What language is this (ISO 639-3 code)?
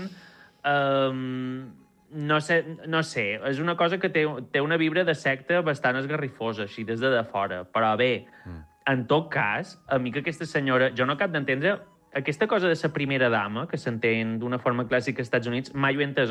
cat